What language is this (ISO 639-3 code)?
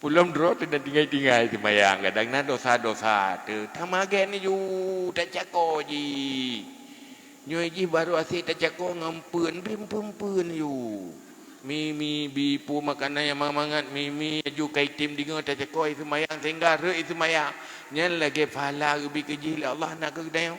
ace